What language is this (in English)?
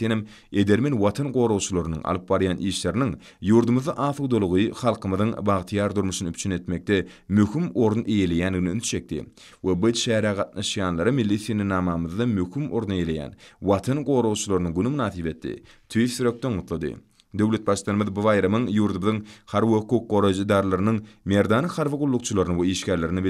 Turkmen